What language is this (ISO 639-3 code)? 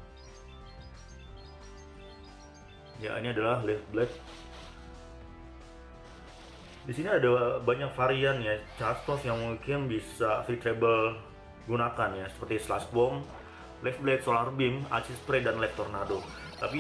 ind